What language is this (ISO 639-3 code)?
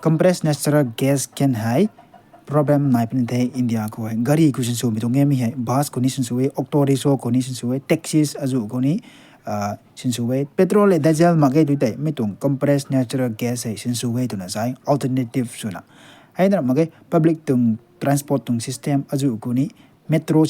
nbu